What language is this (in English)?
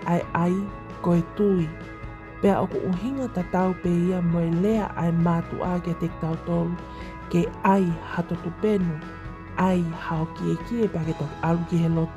Tongan